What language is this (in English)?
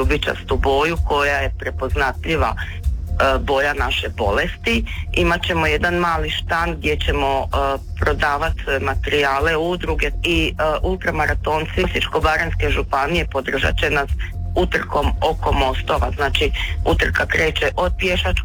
Croatian